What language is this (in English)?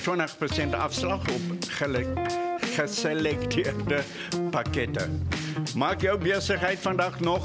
Afrikaans